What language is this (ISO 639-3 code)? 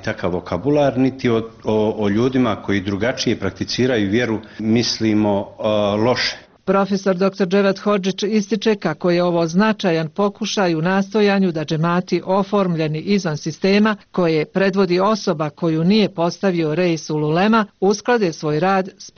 bos